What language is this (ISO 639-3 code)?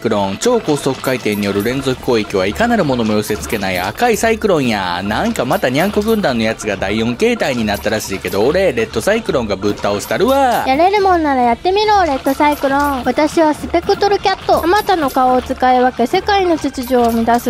jpn